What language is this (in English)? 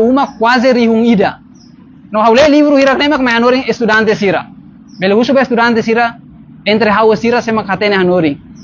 Tetum